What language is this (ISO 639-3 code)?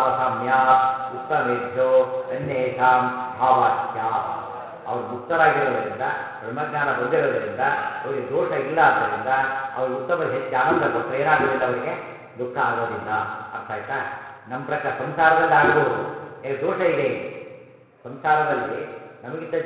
kan